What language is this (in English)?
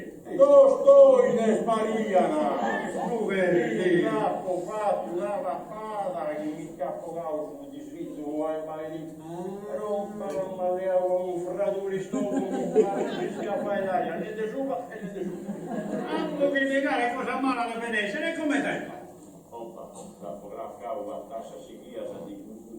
Sardinian